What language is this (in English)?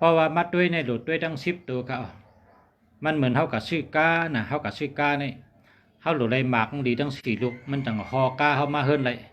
Shan